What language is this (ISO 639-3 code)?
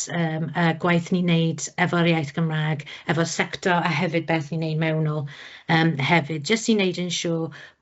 cym